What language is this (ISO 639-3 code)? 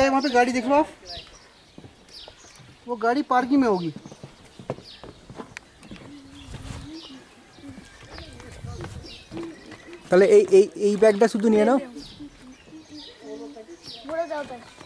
ben